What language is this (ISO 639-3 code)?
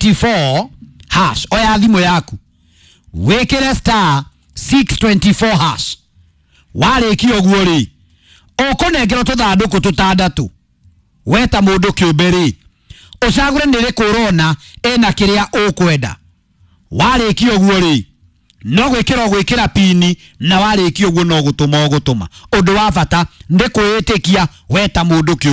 kik